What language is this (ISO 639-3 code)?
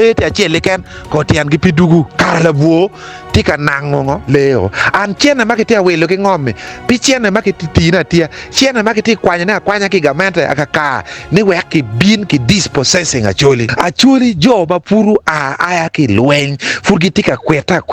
ach